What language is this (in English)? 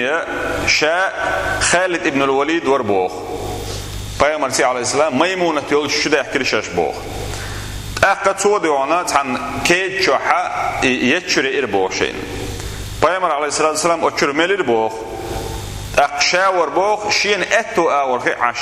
Chechen